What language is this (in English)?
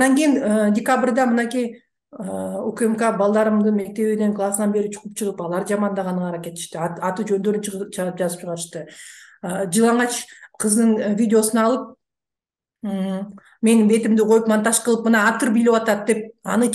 Kyrgyz